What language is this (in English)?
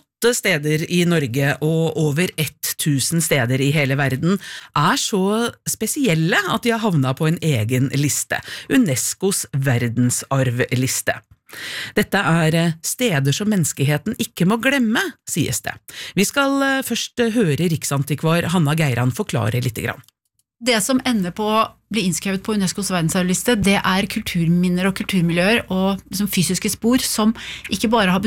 Norwegian